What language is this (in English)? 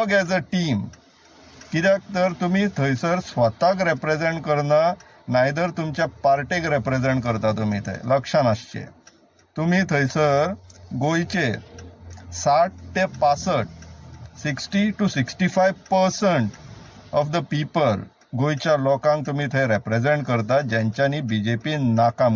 Konkani